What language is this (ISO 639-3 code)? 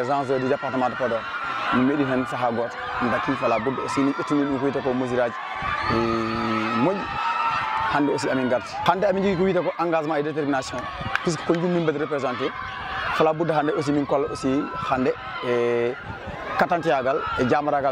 ful